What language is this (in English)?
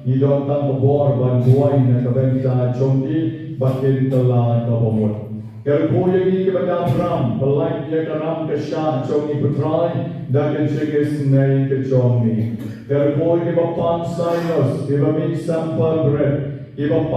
Khasi